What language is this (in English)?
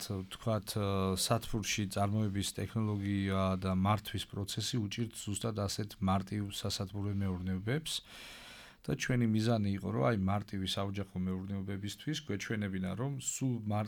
Georgian